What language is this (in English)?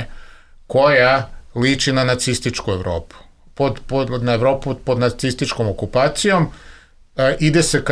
Serbian